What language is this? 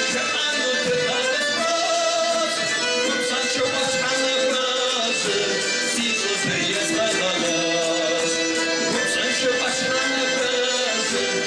Kabardian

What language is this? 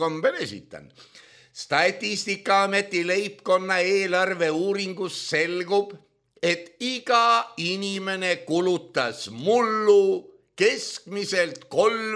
Estonian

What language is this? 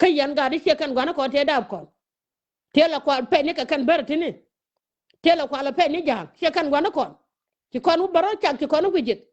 Nuer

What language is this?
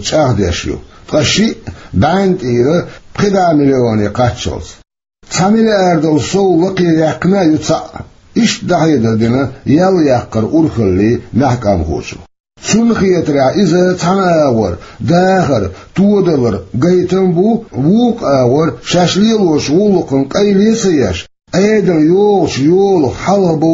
Chechen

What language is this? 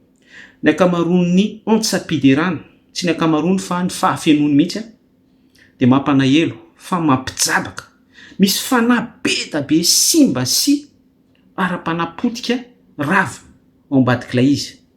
Malagasy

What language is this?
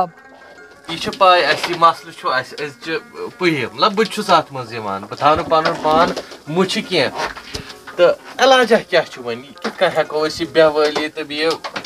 Kashmiri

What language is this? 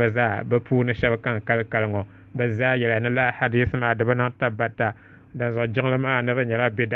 Dagbani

